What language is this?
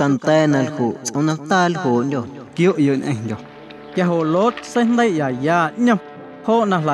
Guerrero Amuzgo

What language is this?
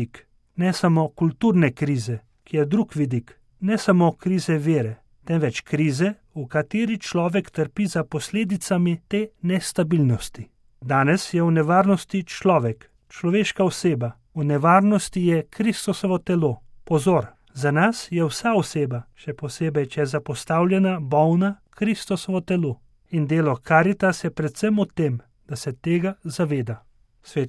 Slovenian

